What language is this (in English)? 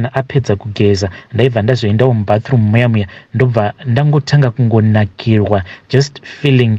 Shona